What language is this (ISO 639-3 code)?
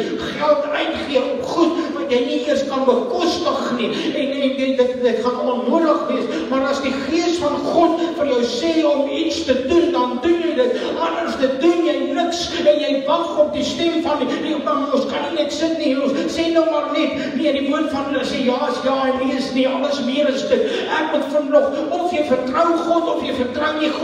afr